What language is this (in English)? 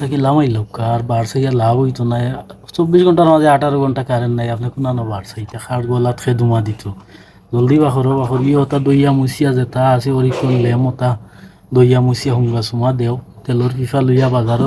Sylheti